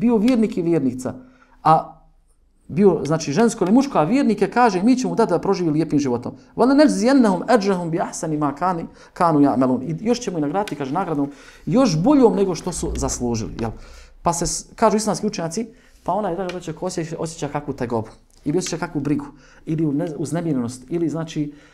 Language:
Bosnian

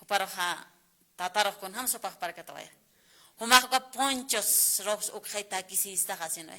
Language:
Aymara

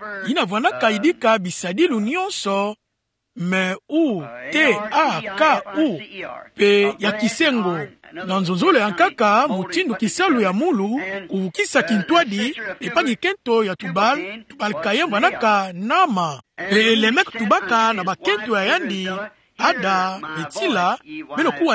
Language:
Kituba (Democratic Republic of Congo)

